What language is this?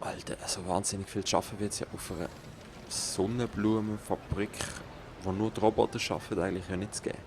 Swiss German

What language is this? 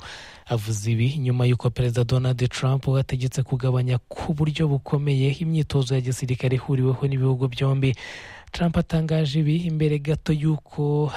Kinyarwanda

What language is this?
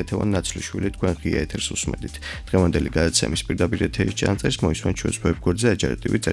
Georgian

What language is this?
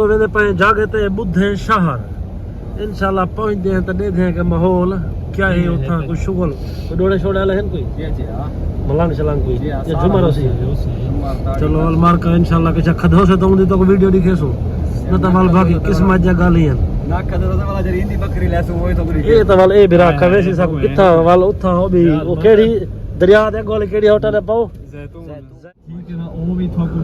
Saraiki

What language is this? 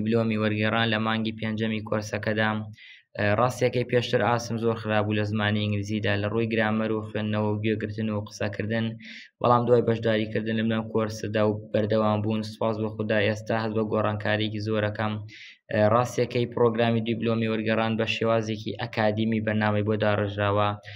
Central Kurdish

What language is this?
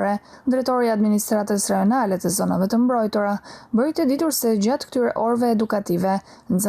Albanian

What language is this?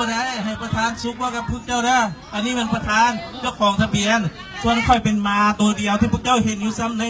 Lao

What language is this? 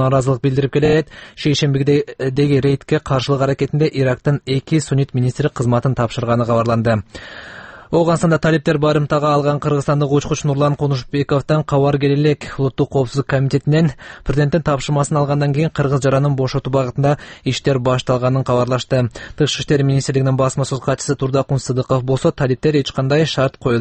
Kyrgyz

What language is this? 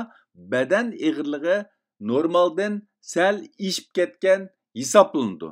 Uyghur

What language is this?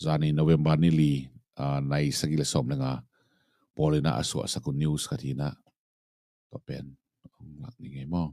Tedim Chin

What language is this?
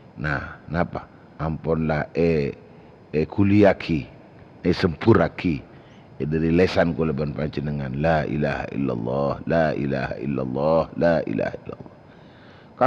Madurese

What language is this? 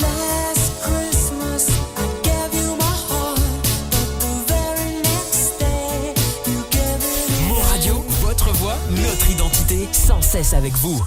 Morisyen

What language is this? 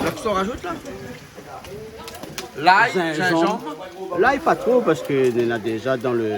Réunion Creole French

